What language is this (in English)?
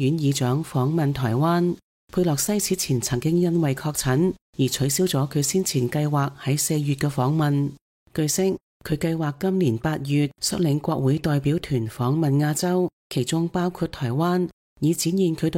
Cantonese